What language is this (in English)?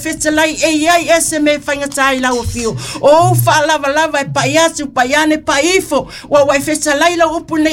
Samoan